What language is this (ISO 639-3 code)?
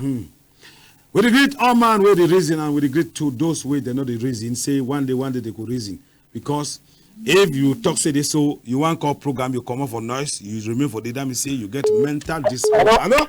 wes